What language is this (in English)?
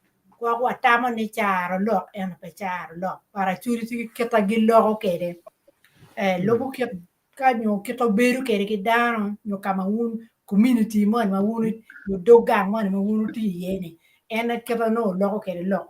Acoli